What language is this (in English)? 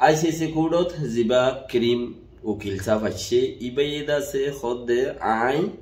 Rohingya